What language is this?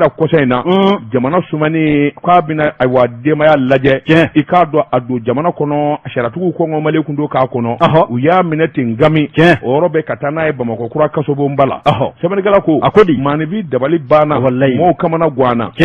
Bambara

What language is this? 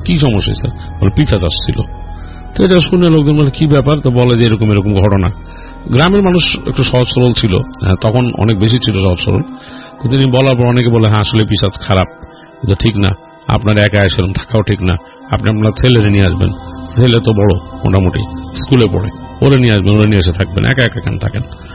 Bangla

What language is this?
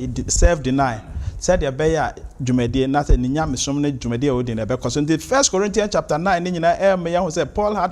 Akan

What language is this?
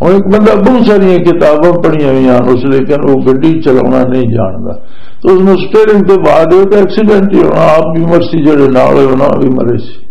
Western Panjabi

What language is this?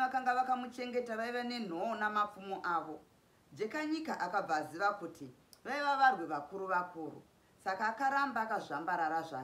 Shona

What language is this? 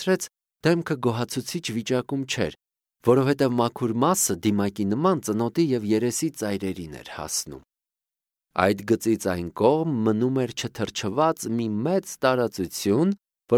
Armenian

